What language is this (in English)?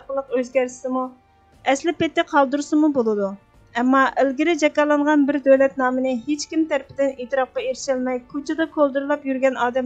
Uyghur